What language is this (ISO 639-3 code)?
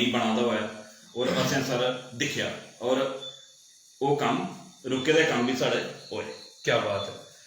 doi